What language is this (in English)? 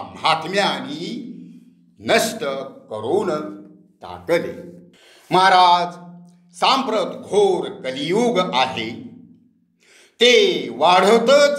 Marathi